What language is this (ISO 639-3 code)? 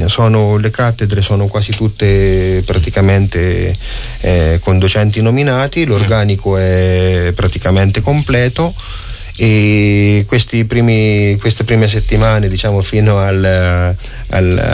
ita